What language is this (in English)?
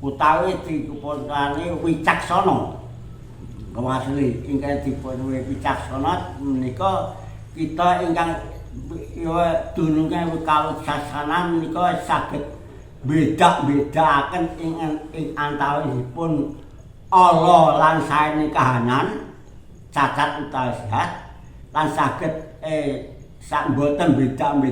Javanese